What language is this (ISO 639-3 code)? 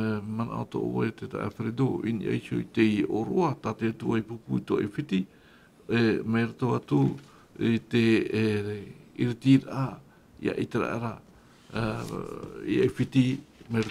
tah